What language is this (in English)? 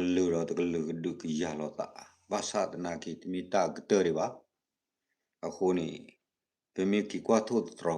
S'gaw Karen